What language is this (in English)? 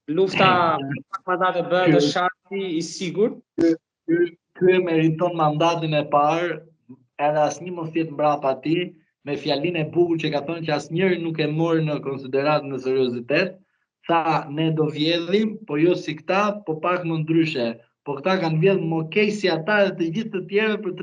Albanian